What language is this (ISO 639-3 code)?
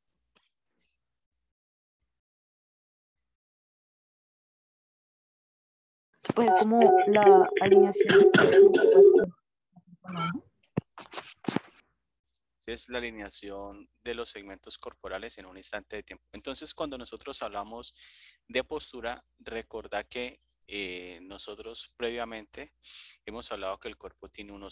spa